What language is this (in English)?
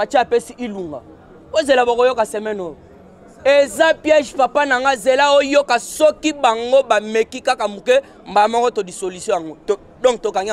Lingala